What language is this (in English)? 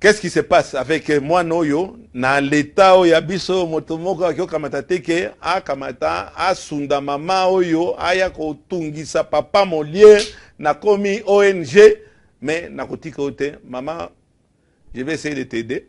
Lingala